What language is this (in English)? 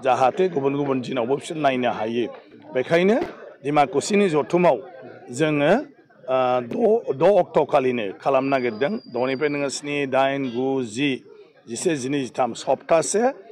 Bodo